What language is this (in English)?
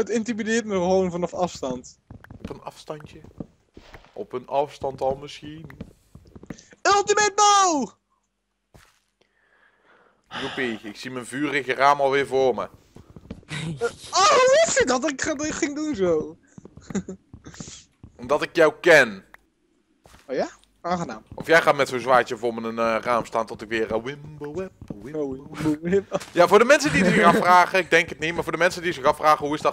Dutch